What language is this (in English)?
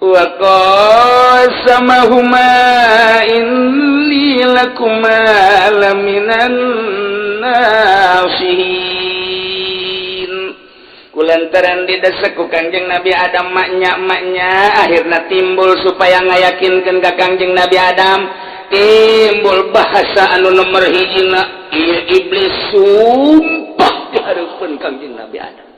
Sundanese